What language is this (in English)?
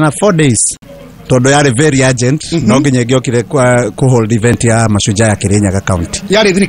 Kikuyu